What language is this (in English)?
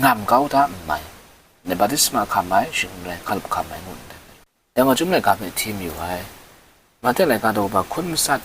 Kachin